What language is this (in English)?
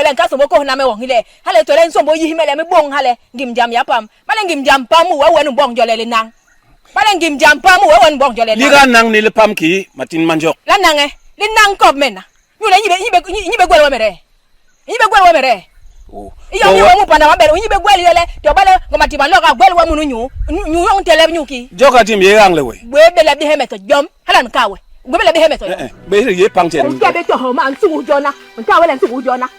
Basaa